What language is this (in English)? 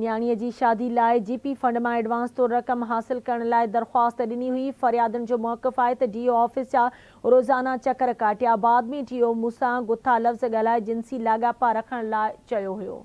Sindhi